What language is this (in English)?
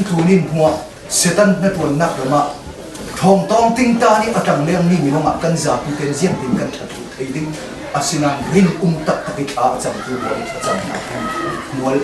Hakha Chin